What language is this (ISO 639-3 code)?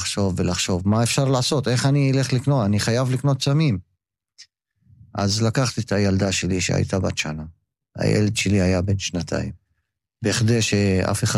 heb